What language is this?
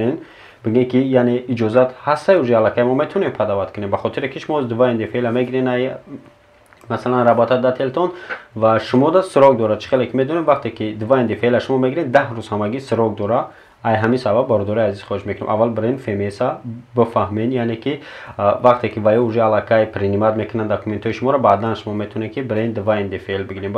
Tajik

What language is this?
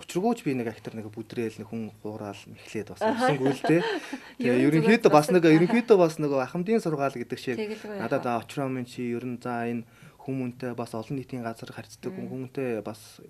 Mongolian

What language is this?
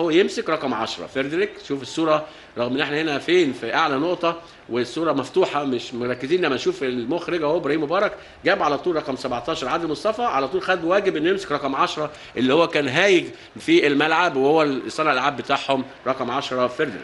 Egyptian Arabic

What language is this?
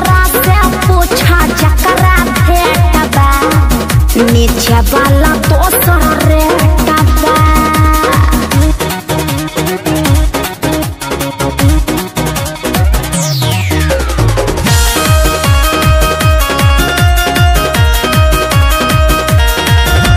Bhojpuri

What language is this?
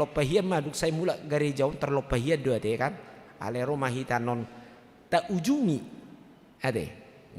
Batak Toba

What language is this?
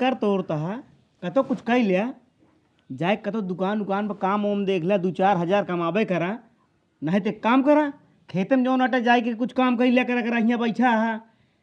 Awadhi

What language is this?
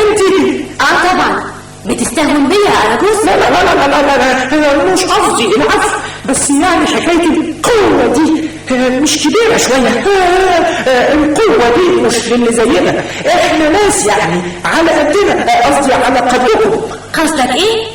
Egyptian Arabic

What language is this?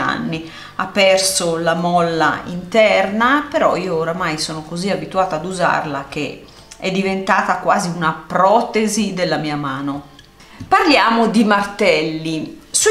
Italian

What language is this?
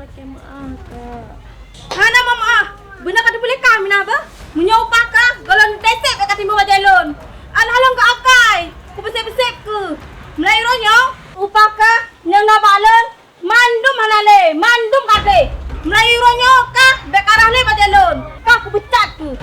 Achinese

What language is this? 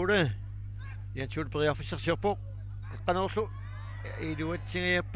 Kalaallisut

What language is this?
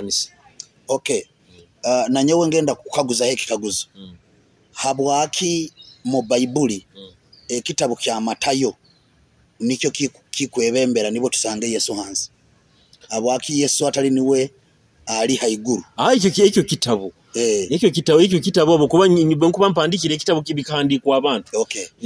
Nyoro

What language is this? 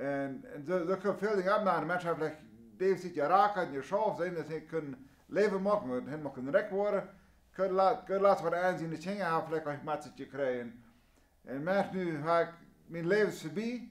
Plautdietsch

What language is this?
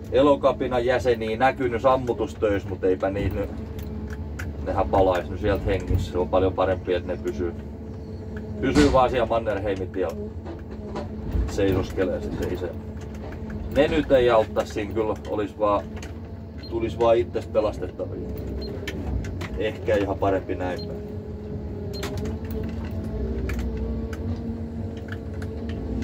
Finnish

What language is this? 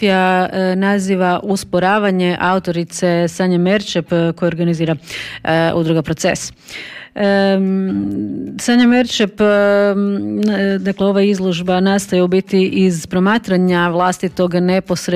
Croatian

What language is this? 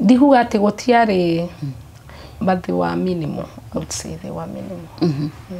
Kikuyu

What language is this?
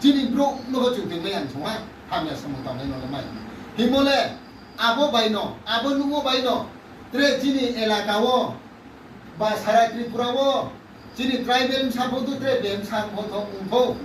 Riang (India)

